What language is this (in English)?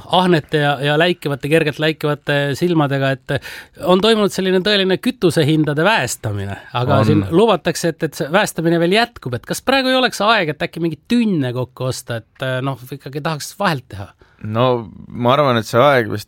Estonian